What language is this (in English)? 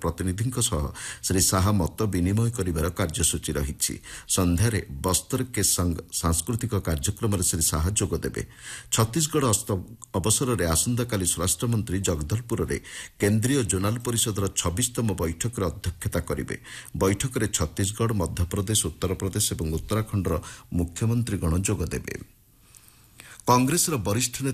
Odia